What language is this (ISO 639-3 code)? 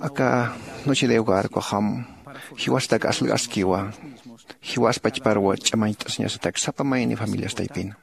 aym